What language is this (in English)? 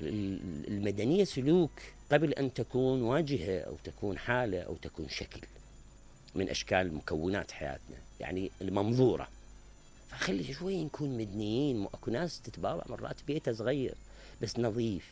Mesopotamian Arabic